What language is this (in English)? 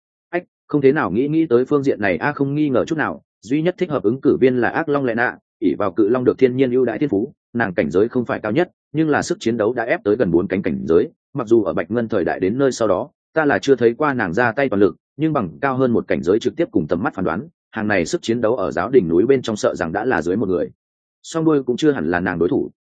Vietnamese